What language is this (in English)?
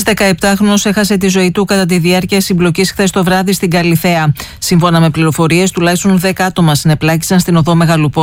Greek